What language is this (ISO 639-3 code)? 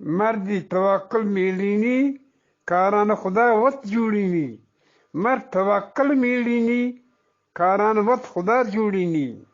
bgp